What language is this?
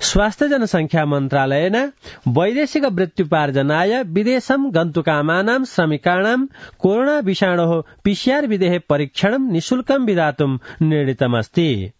Sanskrit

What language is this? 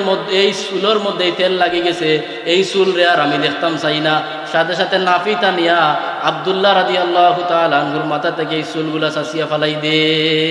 Sylheti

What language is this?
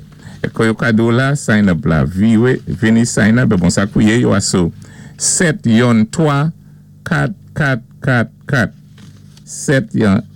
Saint Lucian Creole French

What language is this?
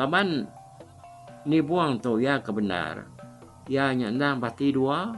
Iban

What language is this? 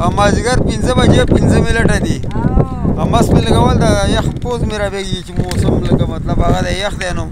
Pashto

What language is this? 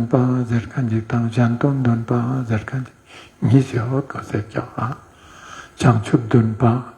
Ladakhi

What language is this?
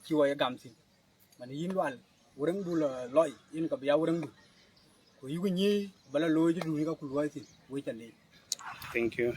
Dinka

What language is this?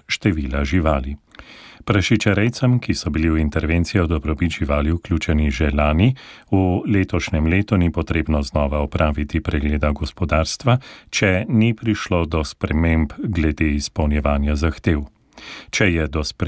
Slovenian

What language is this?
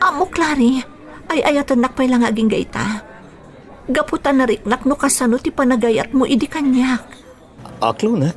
Iloko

